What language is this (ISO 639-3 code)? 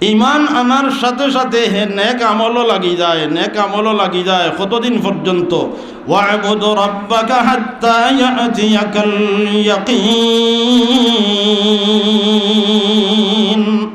syl